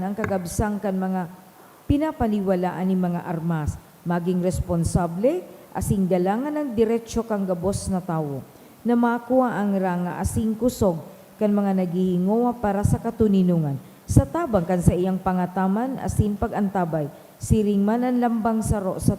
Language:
Bikol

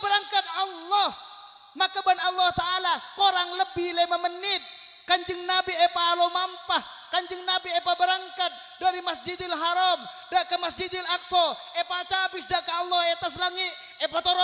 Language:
Madurese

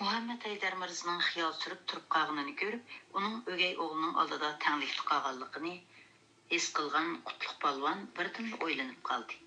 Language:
Uyghur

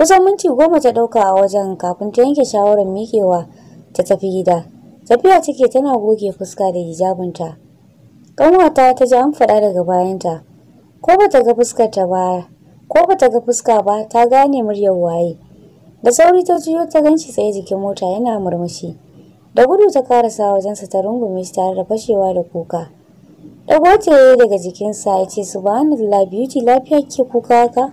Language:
Hausa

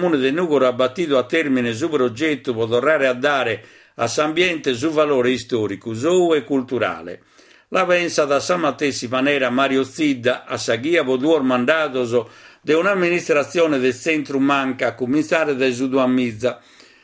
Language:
Sardinian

